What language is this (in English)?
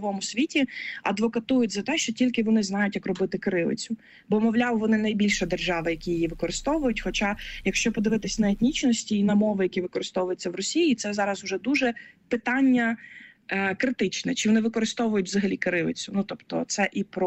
Ukrainian